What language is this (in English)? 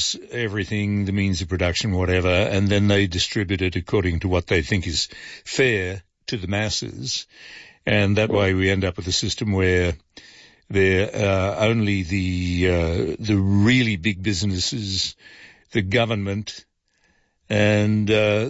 English